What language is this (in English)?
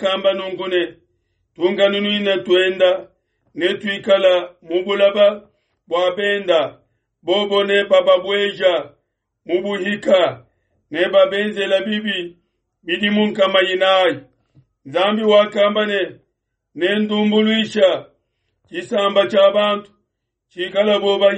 Luba-Lulua